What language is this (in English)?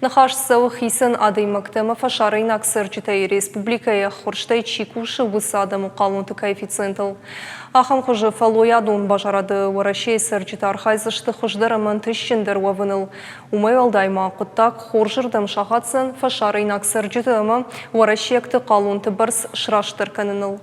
Ossetic